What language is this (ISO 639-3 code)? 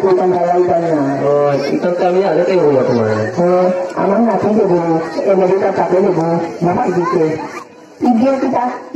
syl